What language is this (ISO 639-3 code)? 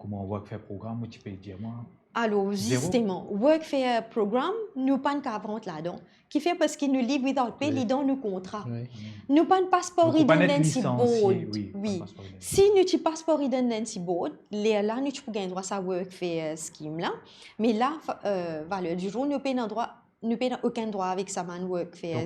mfe